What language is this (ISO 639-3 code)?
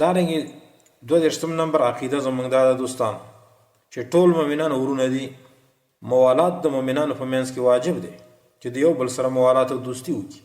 pus